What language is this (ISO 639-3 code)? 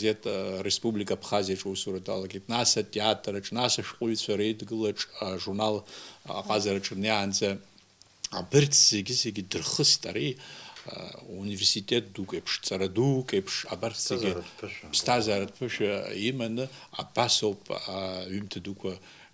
abk